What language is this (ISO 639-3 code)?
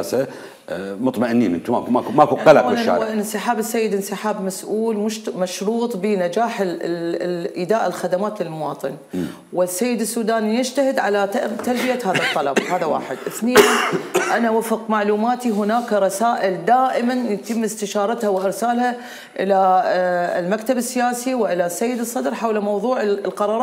acm